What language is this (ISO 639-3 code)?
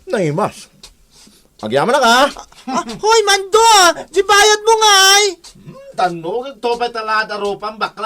ilo